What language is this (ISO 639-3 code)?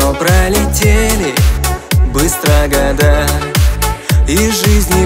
rus